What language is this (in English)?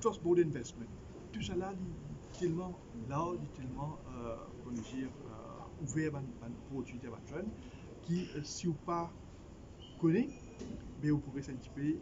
Morisyen